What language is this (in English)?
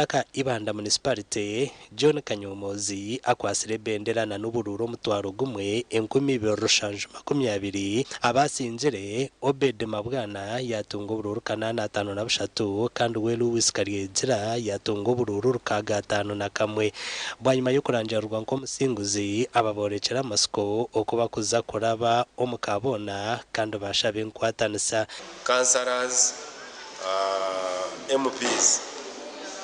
Nyankole